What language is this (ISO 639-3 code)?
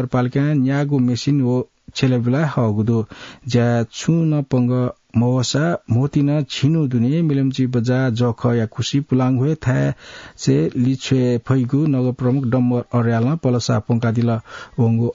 new